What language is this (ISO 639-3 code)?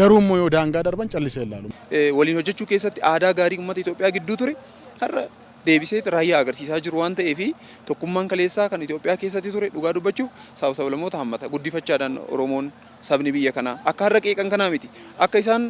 orm